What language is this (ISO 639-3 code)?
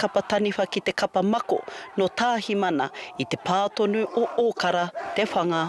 mri